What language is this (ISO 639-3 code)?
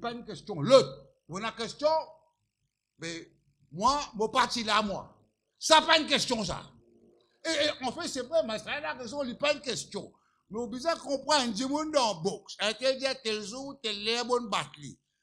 mfe